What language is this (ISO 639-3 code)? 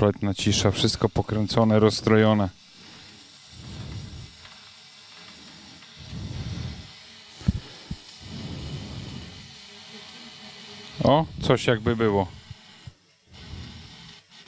pol